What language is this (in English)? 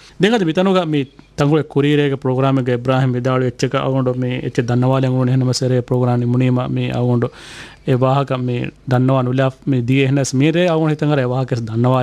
Divehi